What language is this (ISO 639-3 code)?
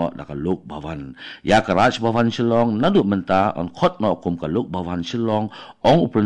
kha